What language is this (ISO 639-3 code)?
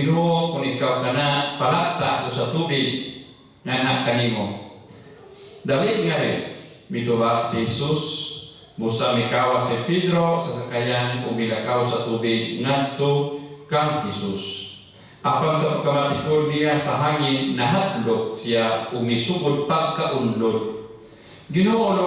ceb